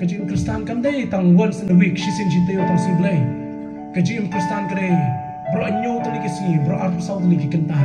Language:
Khasi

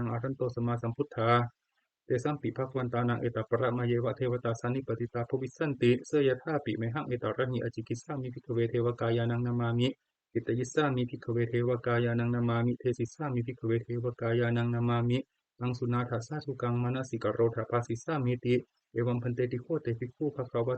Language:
Pali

